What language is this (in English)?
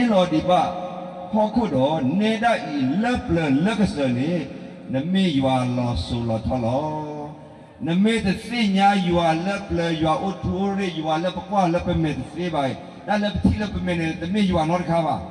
S'gaw Karen